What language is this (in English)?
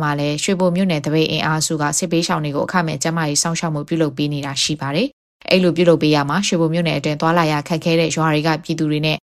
Burmese